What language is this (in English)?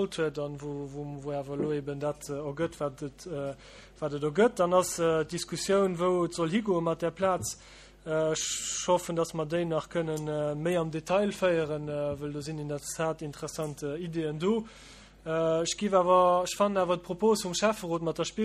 Luxembourgish